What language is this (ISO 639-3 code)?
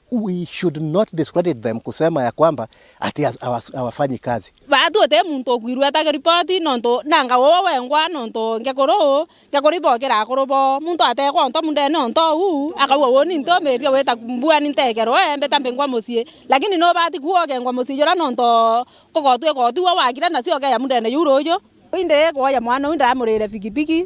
mer